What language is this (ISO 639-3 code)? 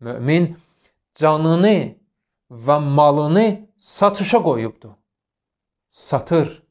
aze